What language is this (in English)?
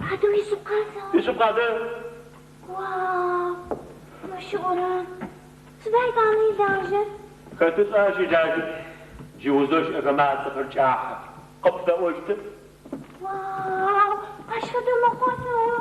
Adyghe